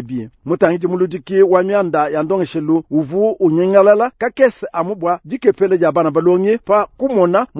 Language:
Luba-Lulua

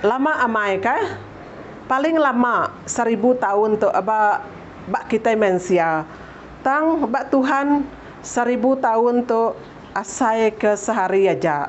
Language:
Iban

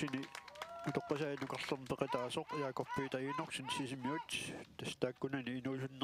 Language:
Kalaallisut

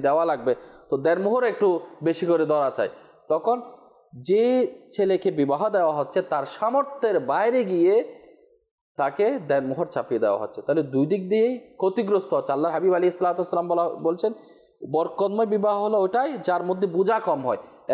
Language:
Bangla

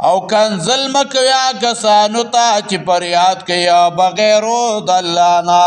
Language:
Pashto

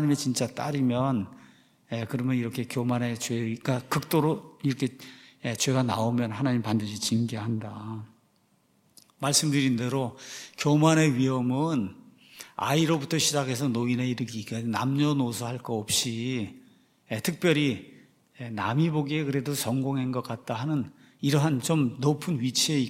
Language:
Korean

